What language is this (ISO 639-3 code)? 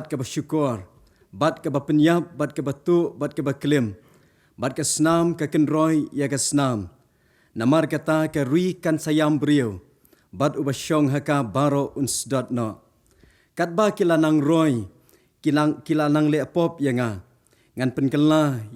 kha